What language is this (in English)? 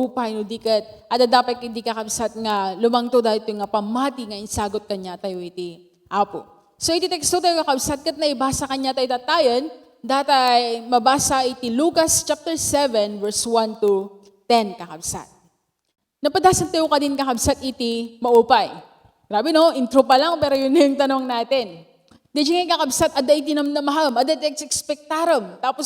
Iloko